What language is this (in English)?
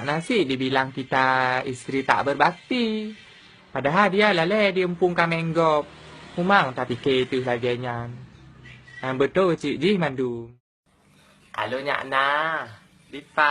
Achinese